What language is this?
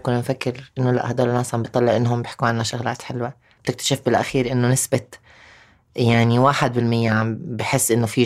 North Levantine Arabic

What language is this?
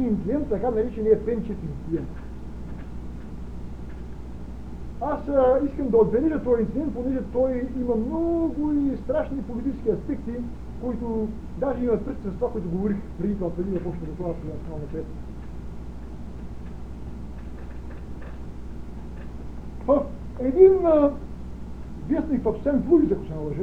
Bulgarian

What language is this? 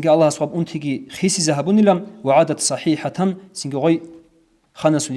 Avaric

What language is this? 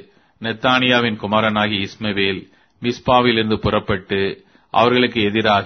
Tamil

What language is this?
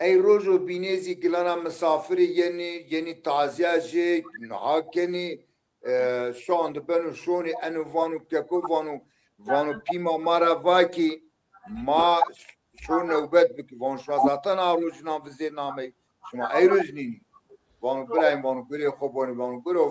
Zaza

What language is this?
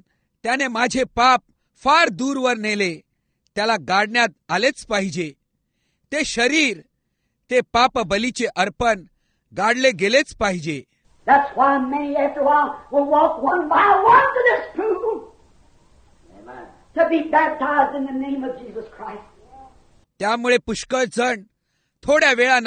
Marathi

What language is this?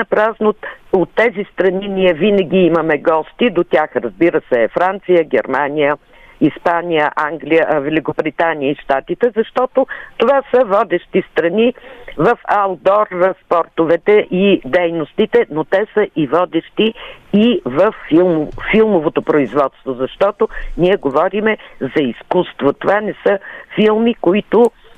Bulgarian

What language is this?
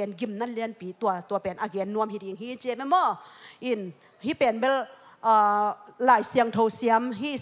Tedim Chin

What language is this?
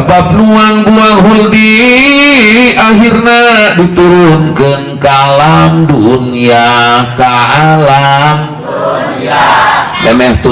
Sundanese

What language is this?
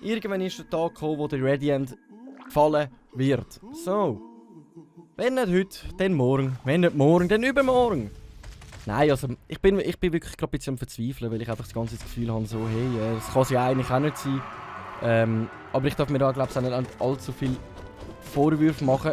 Swiss German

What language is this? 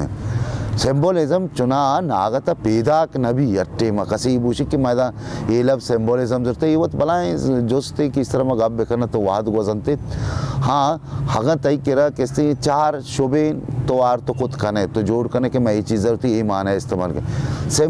Baluchi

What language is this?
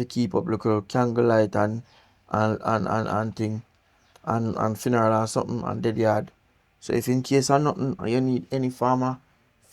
Jamaican Creole English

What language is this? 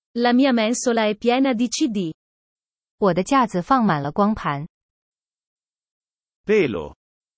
Italian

